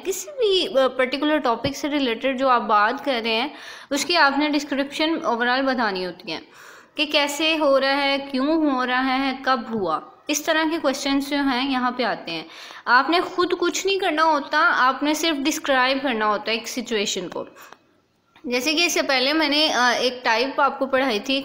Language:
Hindi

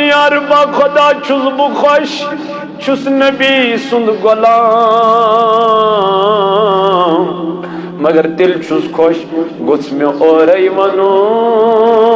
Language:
Kashmiri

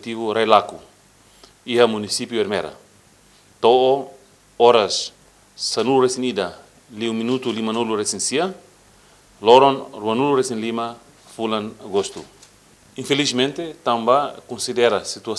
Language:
Tetum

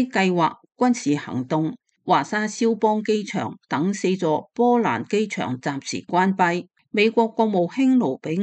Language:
Cantonese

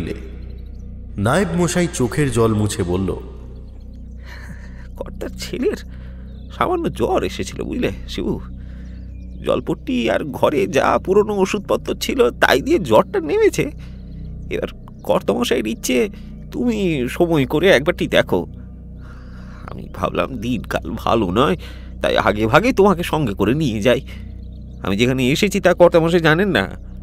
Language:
Bangla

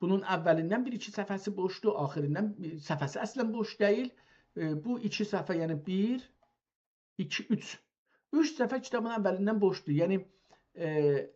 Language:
South Azerbaijani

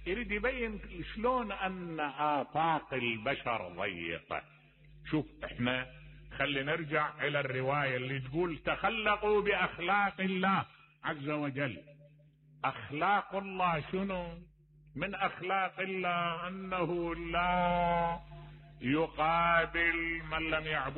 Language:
Mesopotamian Arabic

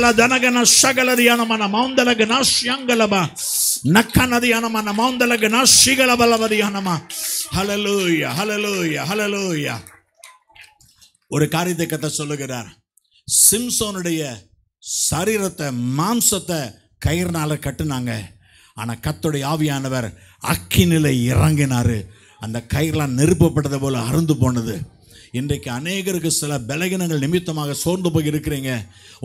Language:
Tamil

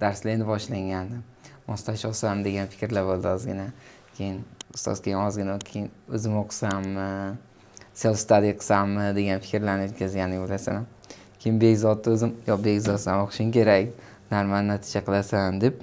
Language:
Uzbek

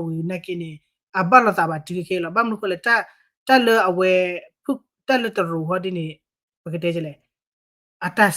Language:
S'gaw Karen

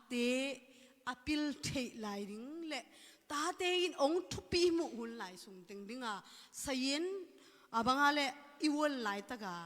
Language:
Tedim Chin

